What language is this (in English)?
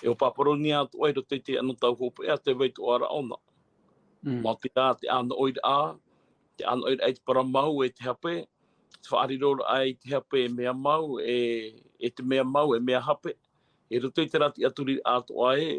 Tahitian